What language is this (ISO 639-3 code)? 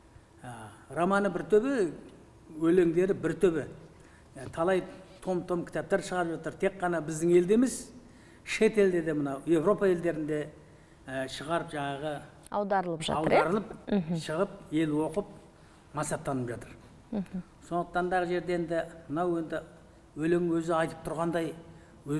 kaz